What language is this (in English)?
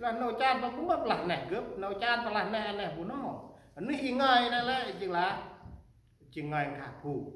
Central Mnong